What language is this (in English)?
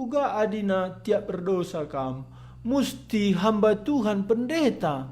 Batak Karo